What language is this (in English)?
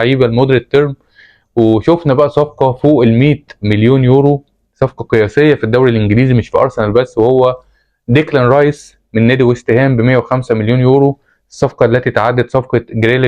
Egyptian Arabic